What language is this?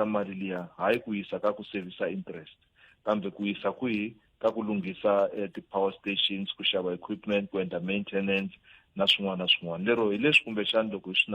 Tsonga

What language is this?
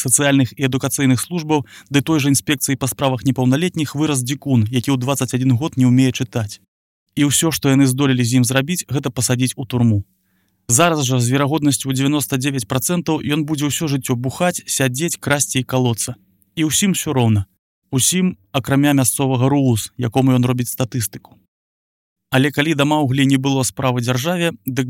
Belarusian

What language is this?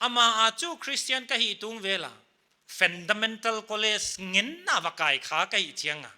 Paite Chin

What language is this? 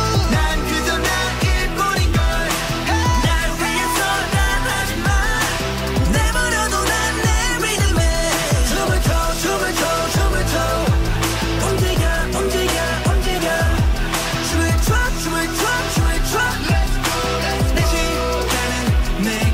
Korean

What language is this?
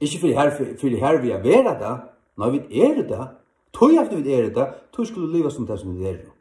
Faroese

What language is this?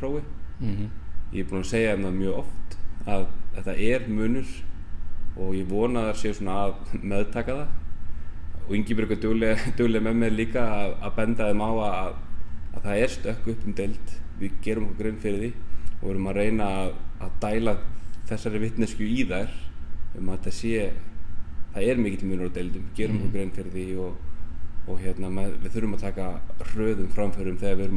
Icelandic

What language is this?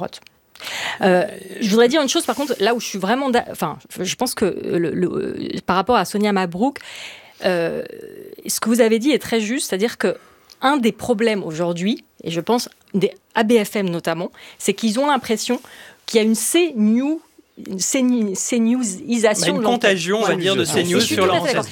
French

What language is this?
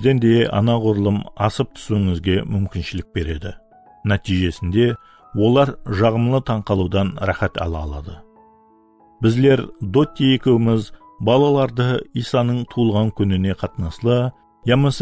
Kara-Kalpak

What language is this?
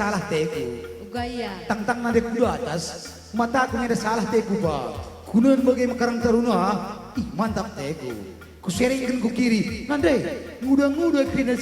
Batak Karo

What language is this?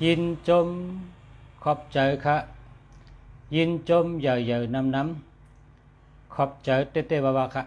Shan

